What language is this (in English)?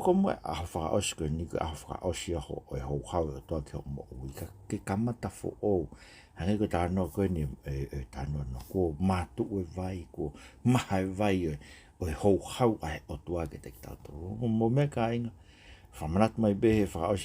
Tongan